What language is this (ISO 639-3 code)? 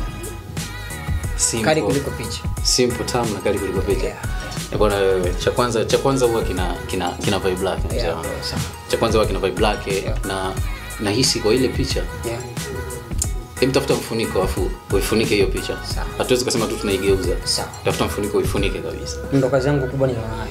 swa